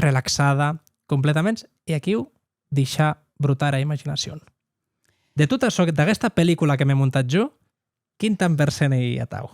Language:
Occitan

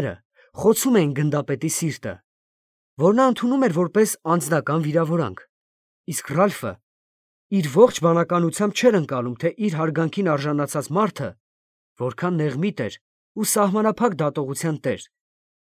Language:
Armenian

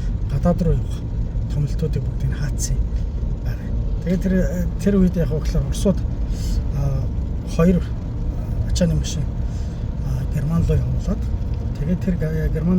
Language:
Mongolian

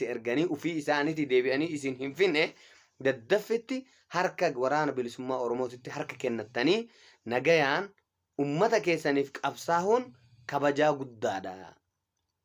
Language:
Oromo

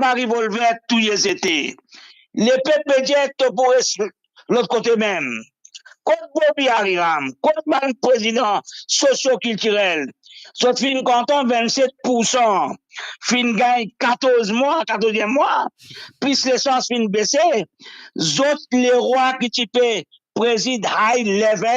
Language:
Morisyen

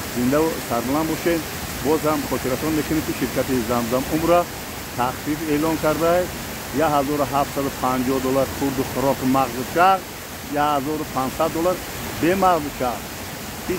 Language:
Tajik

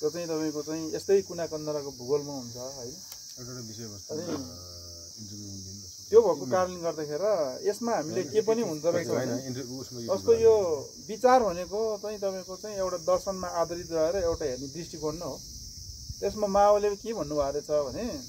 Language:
Nepali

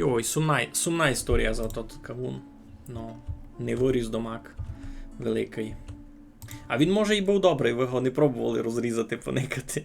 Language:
Rusyn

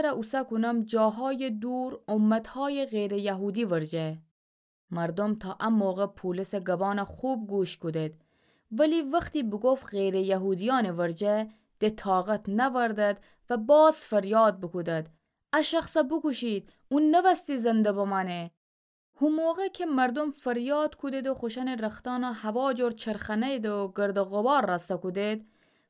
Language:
Gilaki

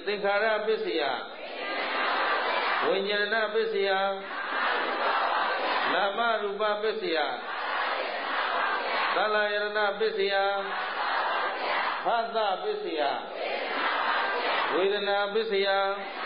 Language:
Burmese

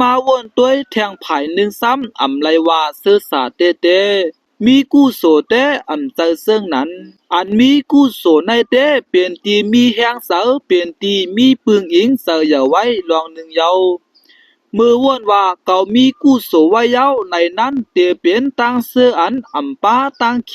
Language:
Shan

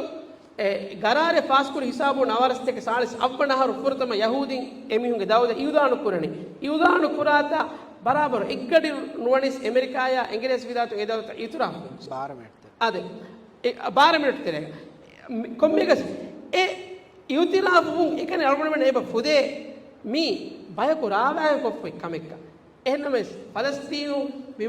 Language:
Divehi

